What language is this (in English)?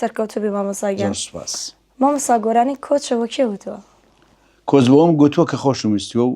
Central Kurdish